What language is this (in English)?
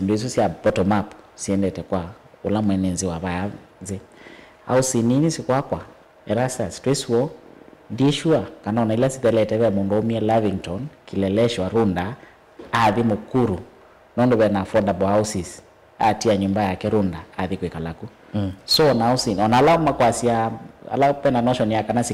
Kamba